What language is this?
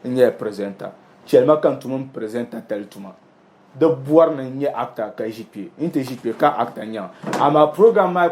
Dagbani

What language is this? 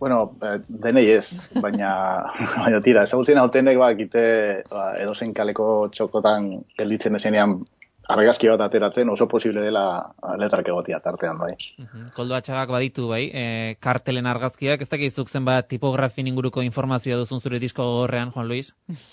Basque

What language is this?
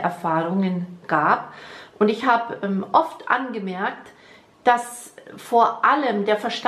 German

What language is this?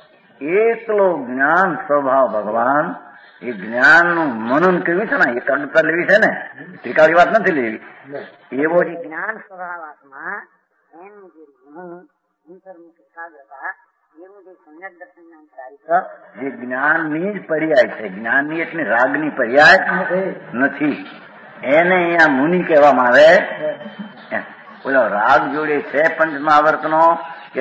Gujarati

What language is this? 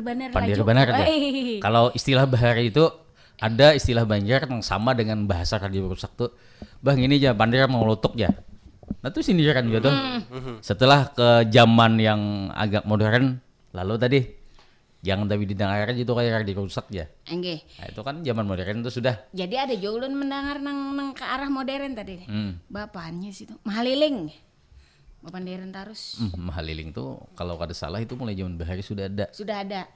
Banjar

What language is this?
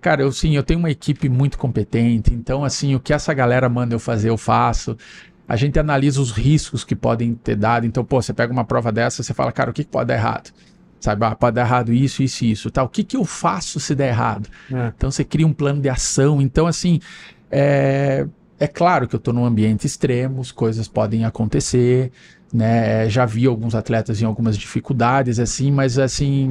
Portuguese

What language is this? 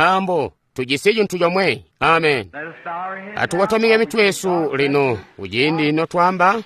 Tonga (Zambia)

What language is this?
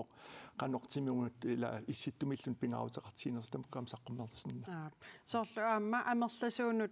Kalaallisut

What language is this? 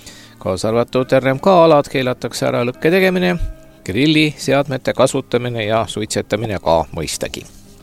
Estonian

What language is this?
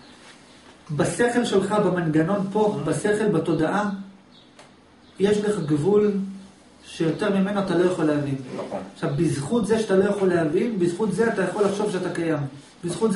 Hebrew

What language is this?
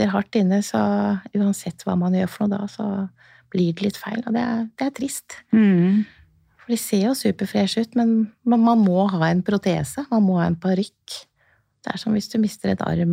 Norwegian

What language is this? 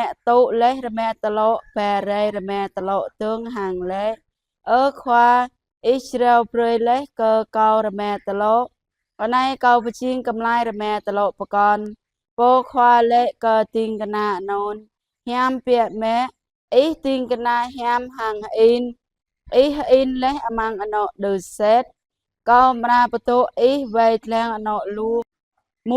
Jarai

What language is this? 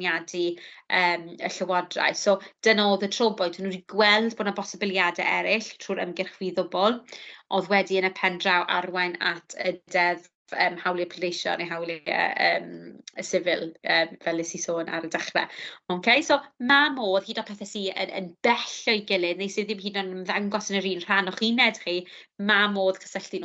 Welsh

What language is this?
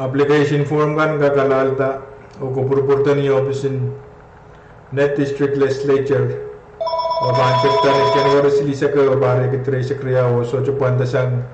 Pohnpeian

